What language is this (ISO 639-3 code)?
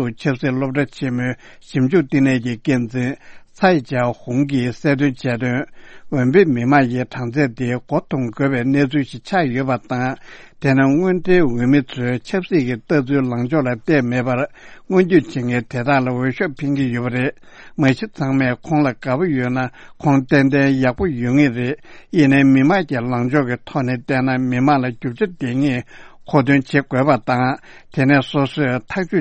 bod